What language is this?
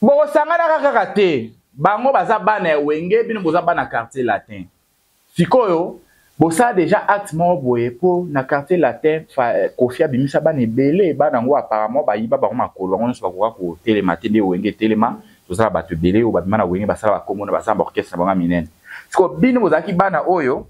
Lingala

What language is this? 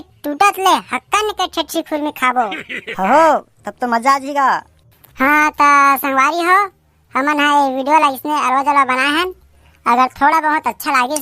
Chhattisgarhi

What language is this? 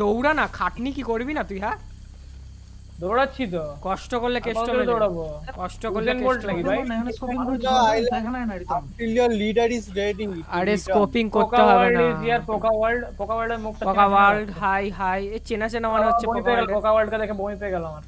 Bangla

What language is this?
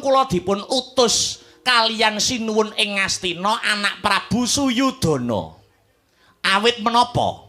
Javanese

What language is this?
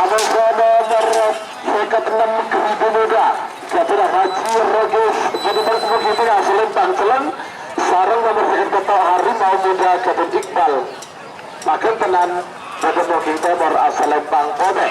Madurese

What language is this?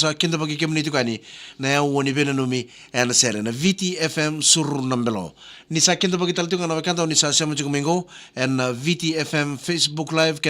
Fijian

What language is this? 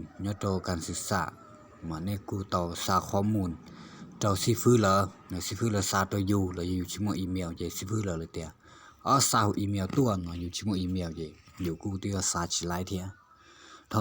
Hmong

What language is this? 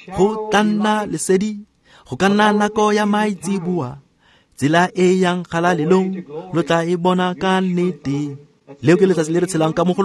Tswana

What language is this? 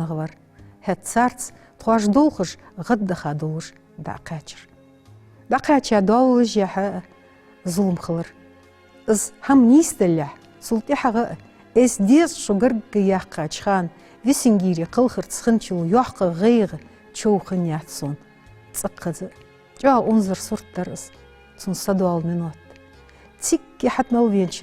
Ingush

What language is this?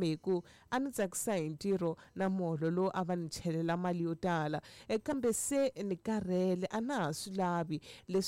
Tsonga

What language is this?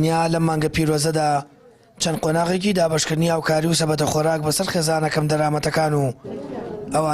Central Kurdish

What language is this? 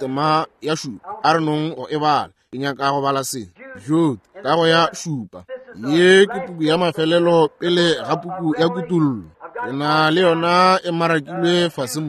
Northern Sotho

